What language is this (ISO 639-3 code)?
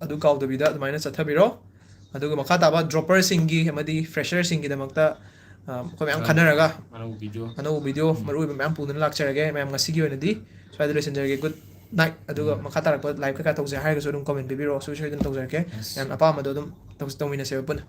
mni